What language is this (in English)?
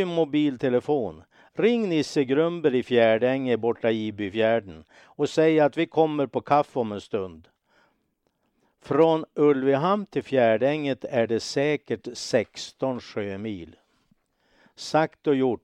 Swedish